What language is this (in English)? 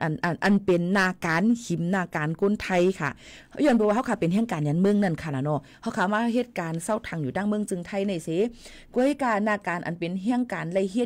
Shan